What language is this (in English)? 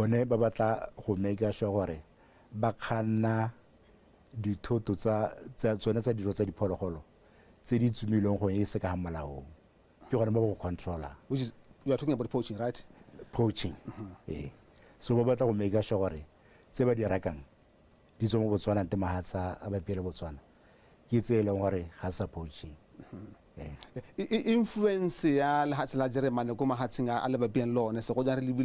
Tswana